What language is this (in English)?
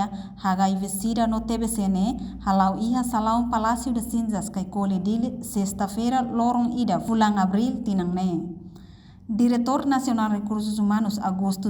Tetum